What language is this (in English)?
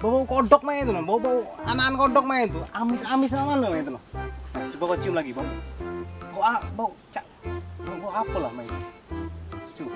Musi